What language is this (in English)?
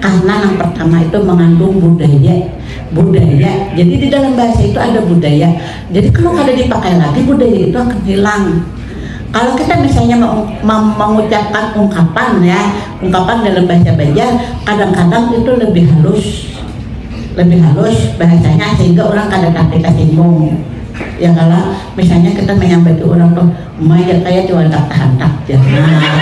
Banjar